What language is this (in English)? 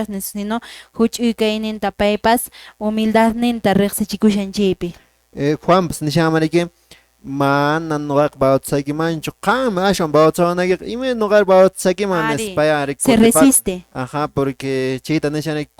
Quechua